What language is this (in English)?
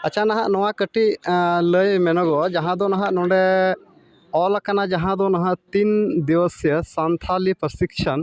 Santali